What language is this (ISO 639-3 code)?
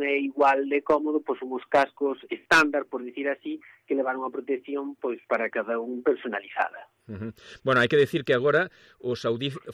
glg